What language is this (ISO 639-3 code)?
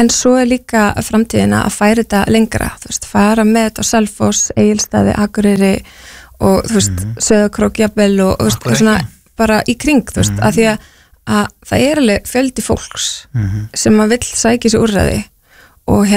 isl